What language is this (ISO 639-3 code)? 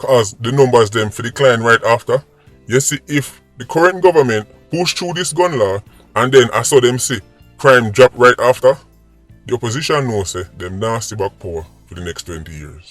jam